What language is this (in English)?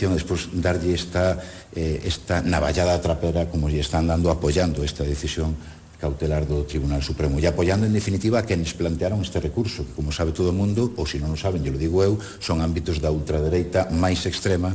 Galician